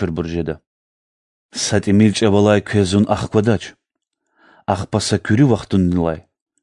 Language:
Lezghian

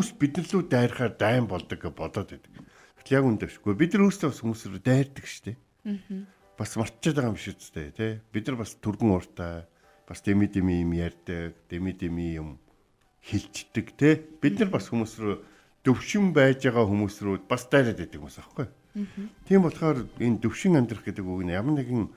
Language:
Mongolian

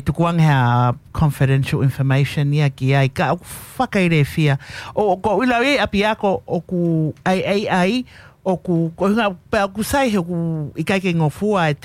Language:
Tongan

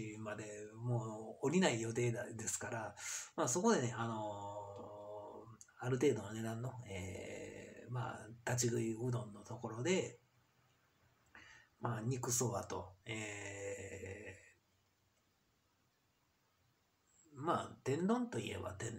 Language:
Japanese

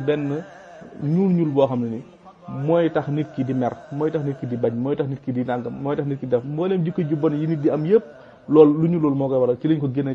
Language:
Wolof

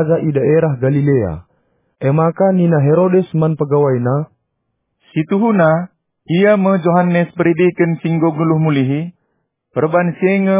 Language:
Batak Karo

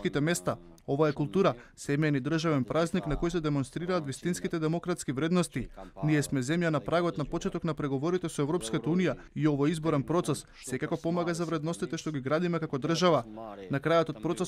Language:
Macedonian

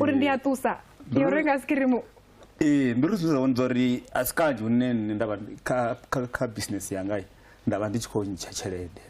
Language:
Venda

